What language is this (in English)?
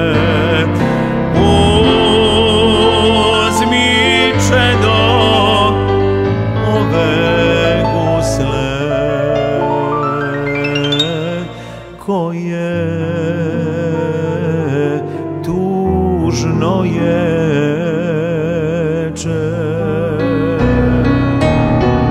Serbian